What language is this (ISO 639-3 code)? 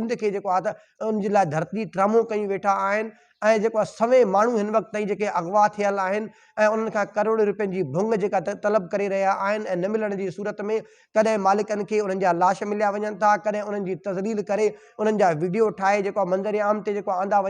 snd